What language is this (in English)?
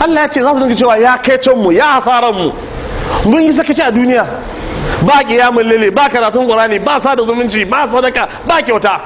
Hausa